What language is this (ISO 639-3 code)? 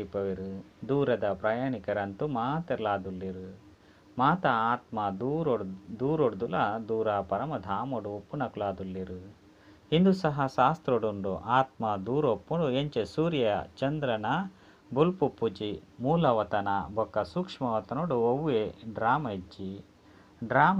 tcy